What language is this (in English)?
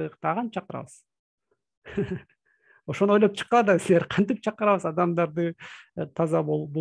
Kyrgyz